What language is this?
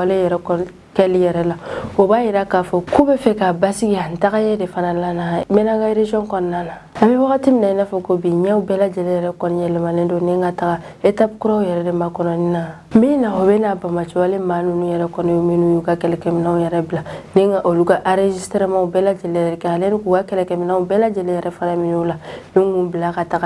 Bambara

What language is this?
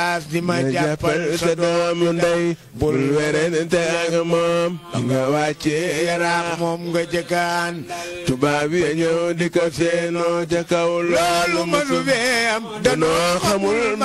Wolof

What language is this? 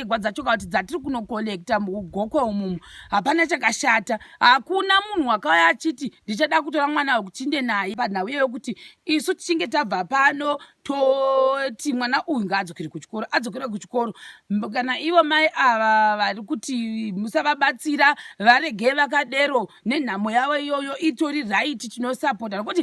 Shona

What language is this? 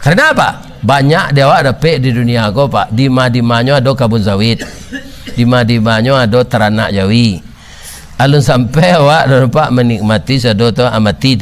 Minangkabau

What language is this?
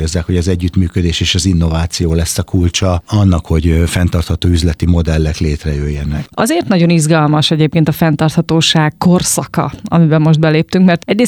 Hungarian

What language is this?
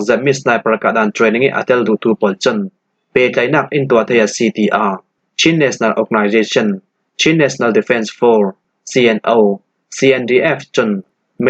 Falam Chin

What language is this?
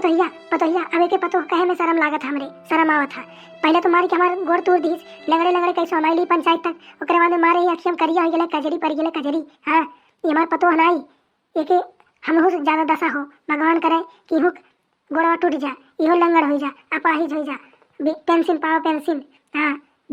Awadhi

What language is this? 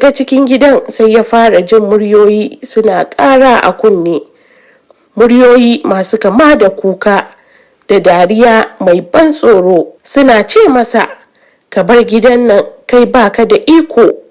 Hausa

